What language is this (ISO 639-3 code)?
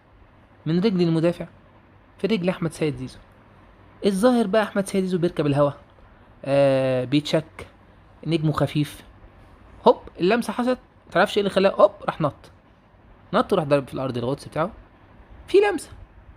arz